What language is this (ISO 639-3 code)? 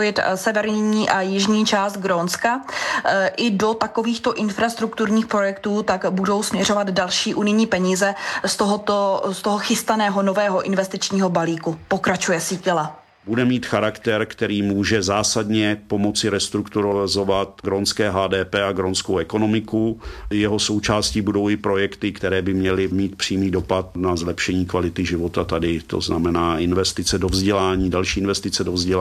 ces